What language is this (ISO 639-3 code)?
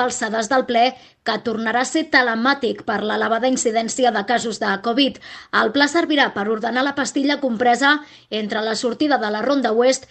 cat